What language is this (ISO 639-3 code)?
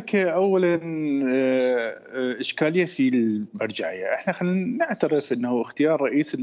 acm